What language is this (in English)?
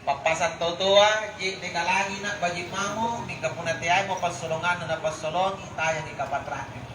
Makasar